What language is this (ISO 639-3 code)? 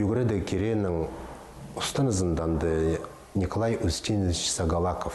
kjh